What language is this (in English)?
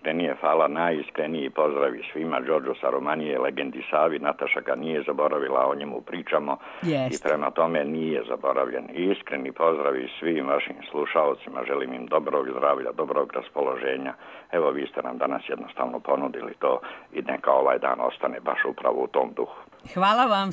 Serbian